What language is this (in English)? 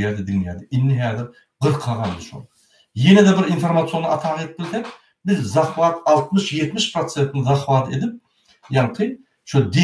Turkmen